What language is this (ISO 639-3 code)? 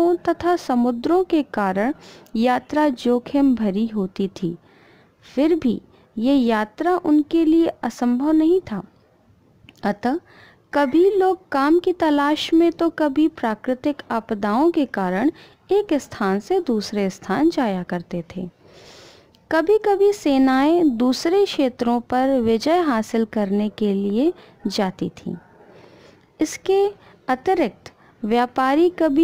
hin